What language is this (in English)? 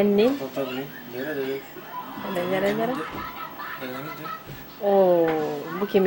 Yakut